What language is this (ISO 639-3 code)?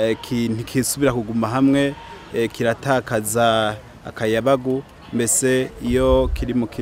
run